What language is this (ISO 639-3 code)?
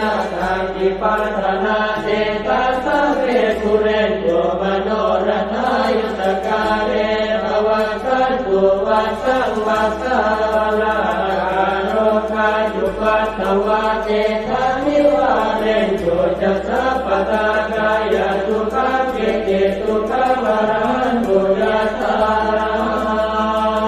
pli